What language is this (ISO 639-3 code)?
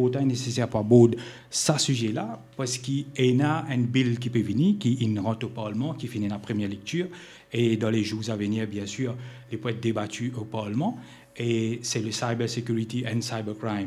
mfe